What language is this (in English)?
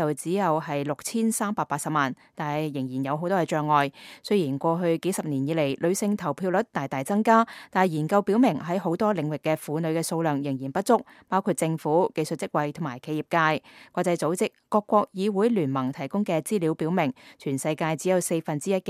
Cantonese